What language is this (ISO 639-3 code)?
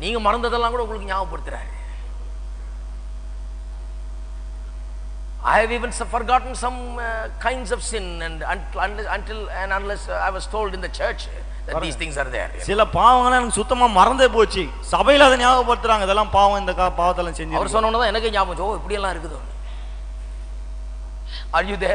tam